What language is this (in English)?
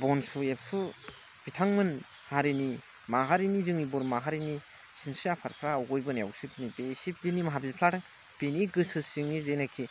Bodo